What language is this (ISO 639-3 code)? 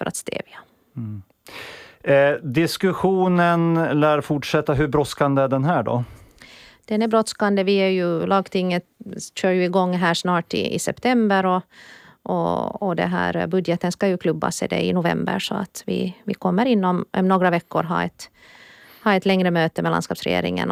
swe